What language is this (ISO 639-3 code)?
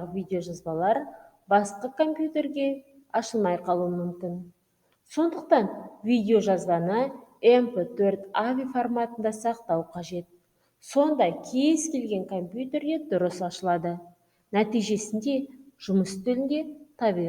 kaz